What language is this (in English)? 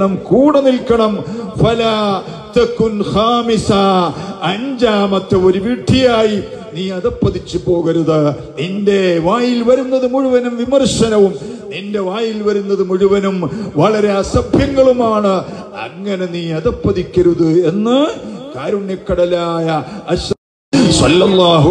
Malayalam